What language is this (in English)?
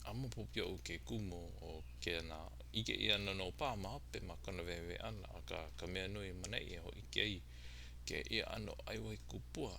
Hawaiian